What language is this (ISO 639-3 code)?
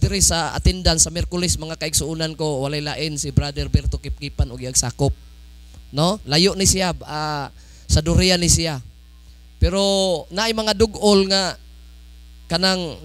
ceb